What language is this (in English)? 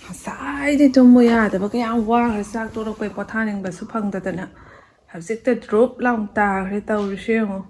Manipuri